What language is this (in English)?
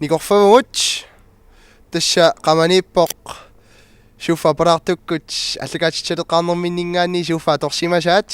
Kalaallisut